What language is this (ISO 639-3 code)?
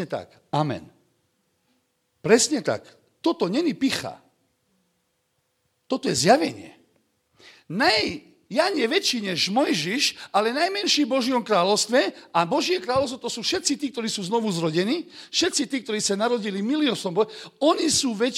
slk